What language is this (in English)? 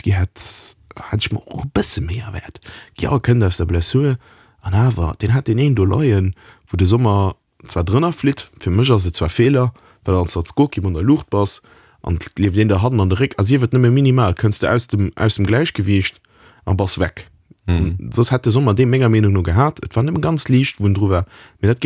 Luxembourgish